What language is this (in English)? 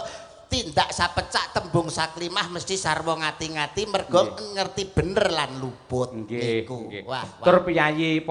Javanese